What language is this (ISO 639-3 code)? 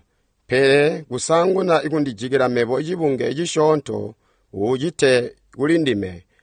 toi